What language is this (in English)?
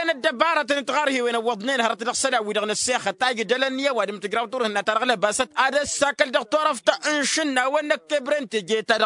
Tamasheq